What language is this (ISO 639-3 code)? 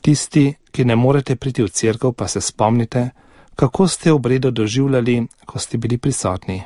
slv